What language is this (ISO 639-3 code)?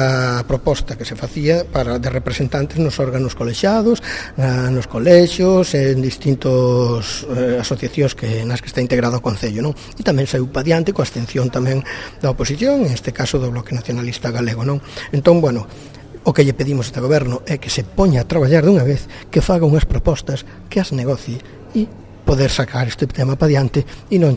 glg